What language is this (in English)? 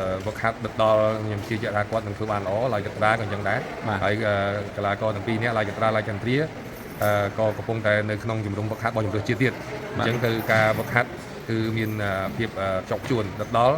Khmer